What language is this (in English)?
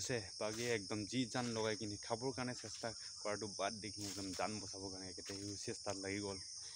Assamese